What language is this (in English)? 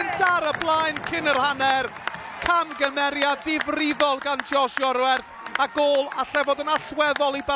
Welsh